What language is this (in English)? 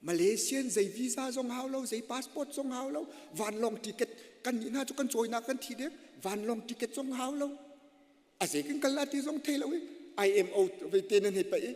Hakha Chin